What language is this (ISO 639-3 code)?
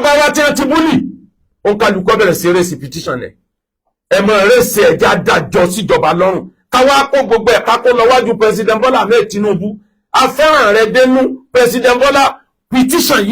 yor